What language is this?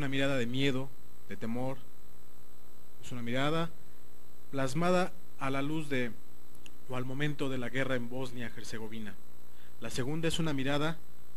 Spanish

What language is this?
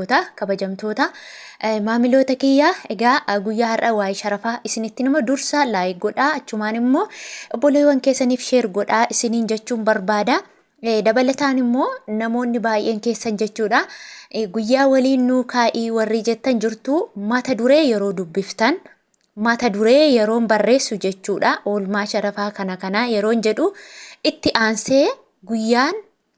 Oromo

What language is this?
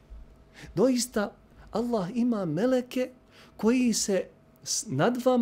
Bosnian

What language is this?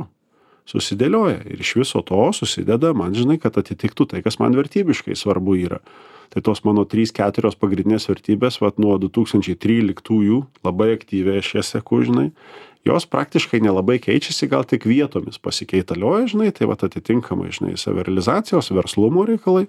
Lithuanian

